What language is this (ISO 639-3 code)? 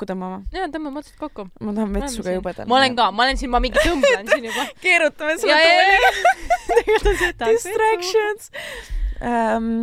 est